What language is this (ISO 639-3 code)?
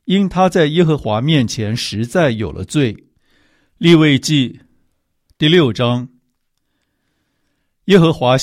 zho